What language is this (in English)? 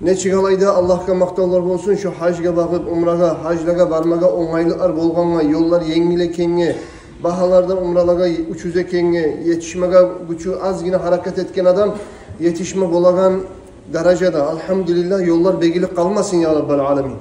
Kumyk